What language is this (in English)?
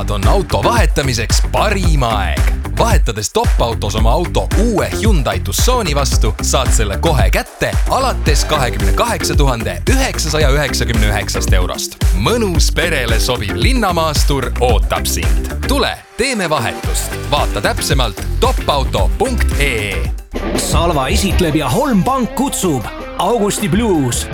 Estonian